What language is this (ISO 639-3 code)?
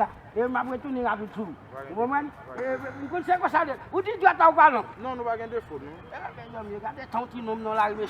hat